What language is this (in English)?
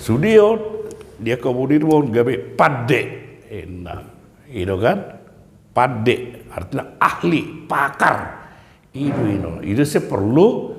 Batak Toba